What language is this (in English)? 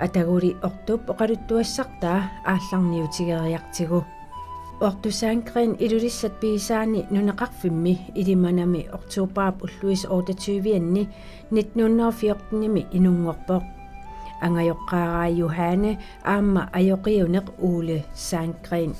Kalaallisut